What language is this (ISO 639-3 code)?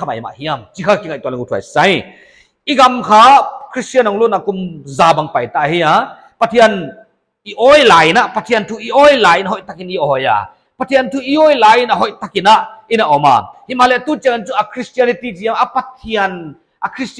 pck